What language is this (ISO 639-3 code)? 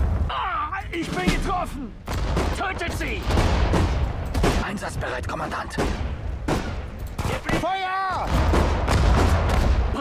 deu